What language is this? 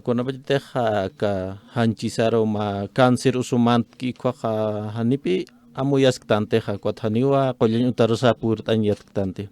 Aymara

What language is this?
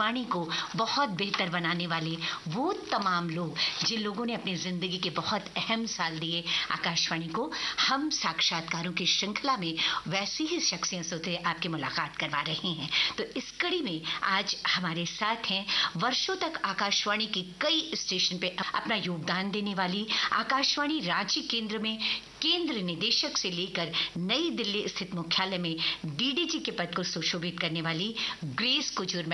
Hindi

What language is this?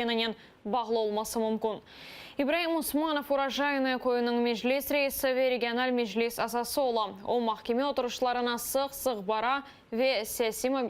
Crimean Tatar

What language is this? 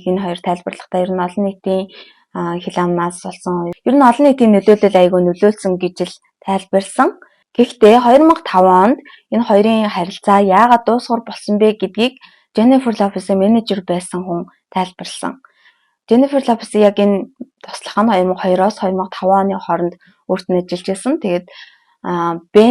Mongolian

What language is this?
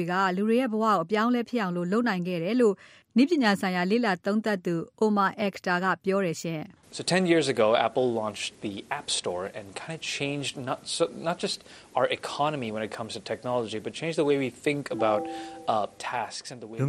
Burmese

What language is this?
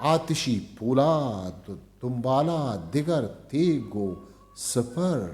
Eastern Balochi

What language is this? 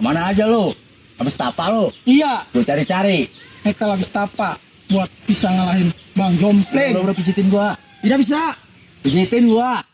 Betawi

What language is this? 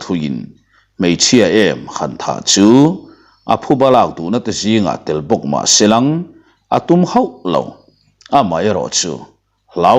Mizo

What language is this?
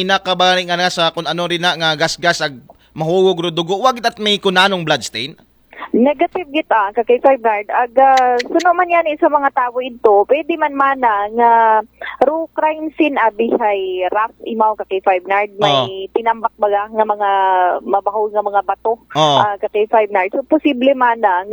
Aklanon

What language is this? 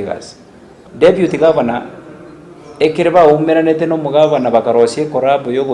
Gusii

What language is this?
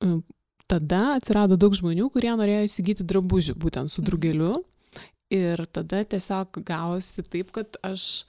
Lithuanian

